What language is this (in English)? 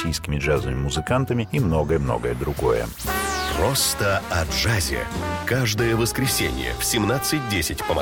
Russian